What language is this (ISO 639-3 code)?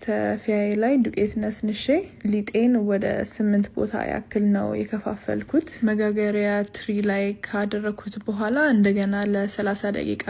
amh